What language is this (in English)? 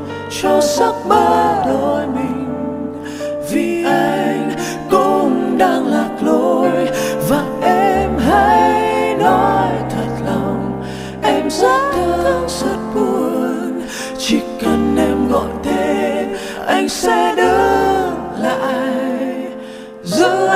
Vietnamese